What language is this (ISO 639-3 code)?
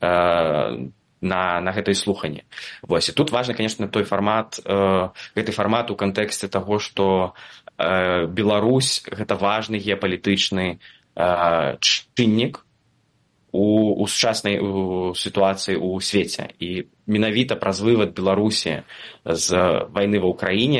bel